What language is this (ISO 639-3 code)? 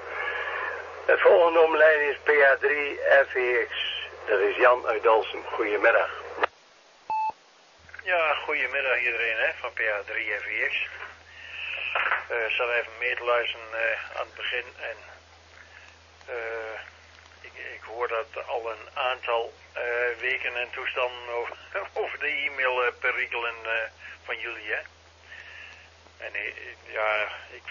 nld